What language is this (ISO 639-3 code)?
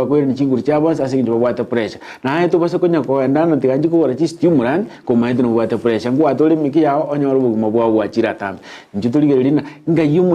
guz